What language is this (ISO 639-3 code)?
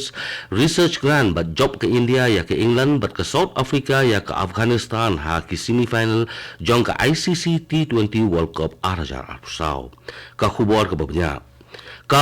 kha